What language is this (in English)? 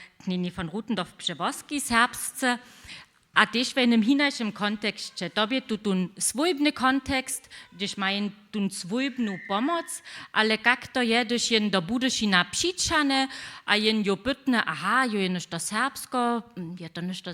Upper Sorbian